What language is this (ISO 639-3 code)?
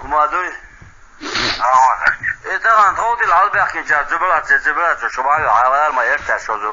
che